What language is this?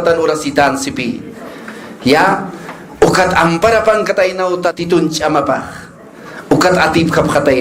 Aymara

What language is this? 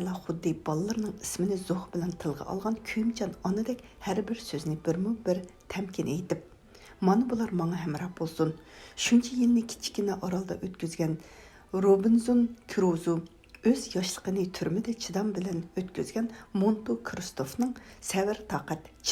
Uyghur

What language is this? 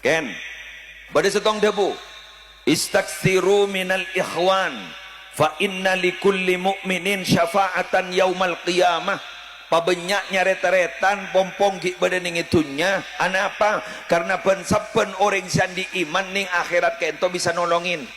Madurese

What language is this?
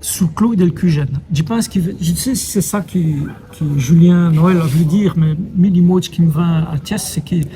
Walloon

